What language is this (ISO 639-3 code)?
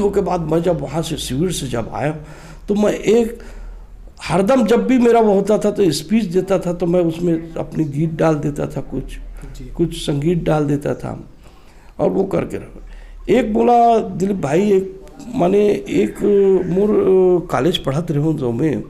hne